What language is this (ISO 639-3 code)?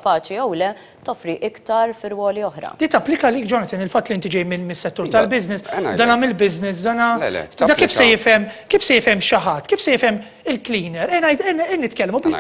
mlt